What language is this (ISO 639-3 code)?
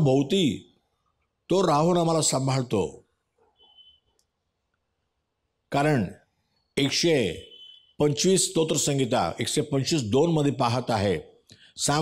mar